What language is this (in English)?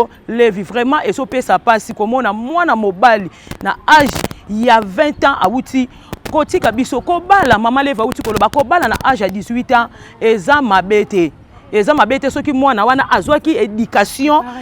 Lingala